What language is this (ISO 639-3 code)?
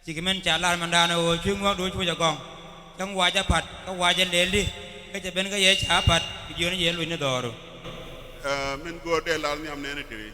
nus